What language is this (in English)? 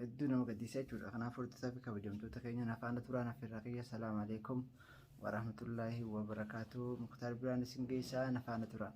Oromo